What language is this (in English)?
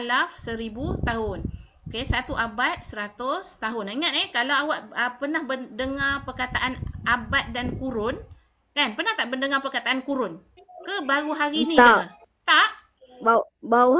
Malay